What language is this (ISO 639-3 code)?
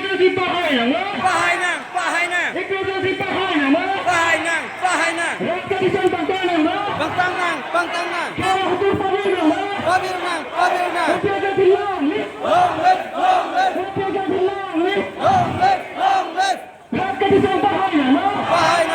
mjw